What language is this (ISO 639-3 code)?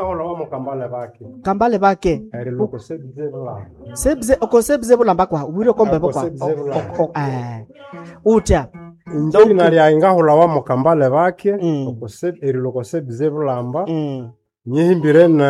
nnb